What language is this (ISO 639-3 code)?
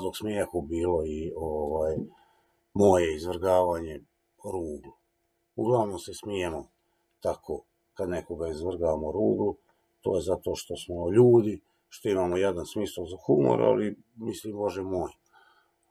hrv